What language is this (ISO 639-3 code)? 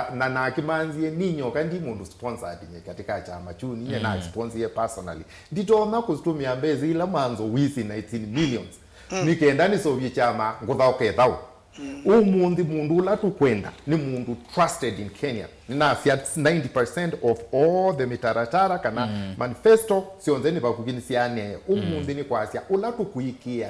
kam